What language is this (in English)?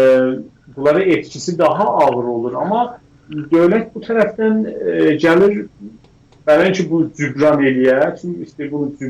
South Azerbaijani